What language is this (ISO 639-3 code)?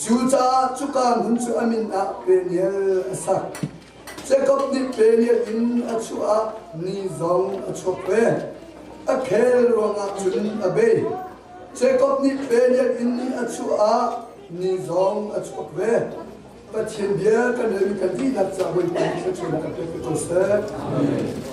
cnh